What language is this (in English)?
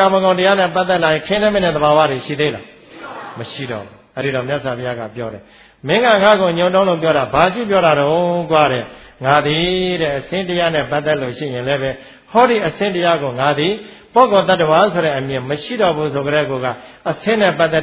Burmese